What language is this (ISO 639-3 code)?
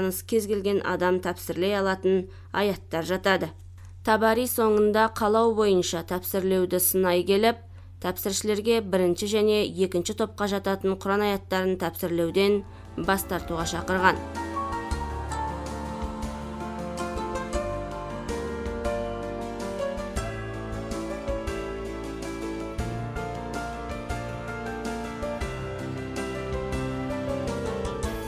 kaz